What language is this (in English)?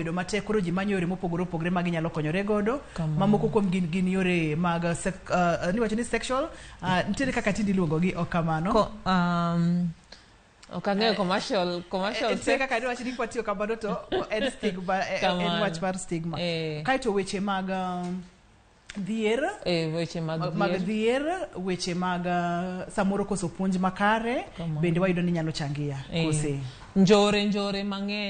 Luo (Kenya and Tanzania)